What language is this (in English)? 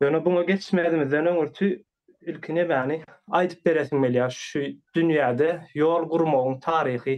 Turkmen